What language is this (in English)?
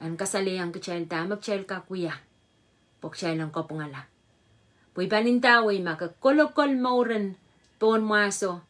Pohnpeian